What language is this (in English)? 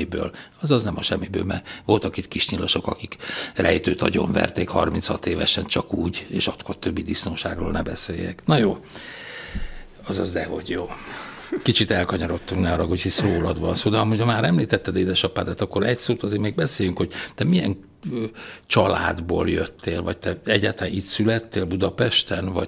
Hungarian